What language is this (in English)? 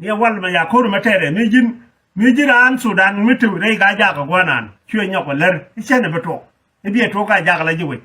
Nuer